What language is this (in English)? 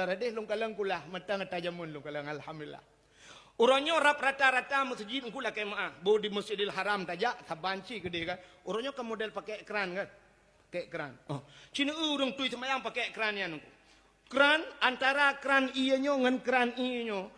Achinese